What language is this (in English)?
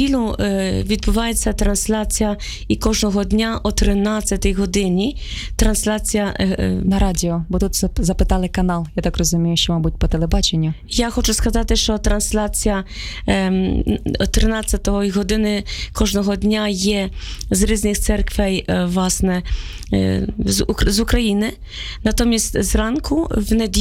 Ukrainian